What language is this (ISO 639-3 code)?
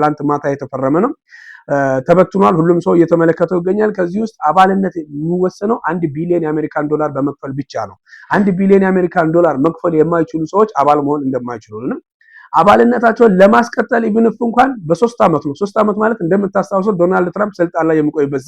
amh